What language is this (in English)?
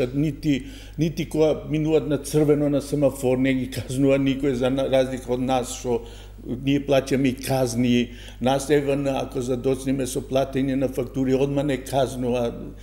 Macedonian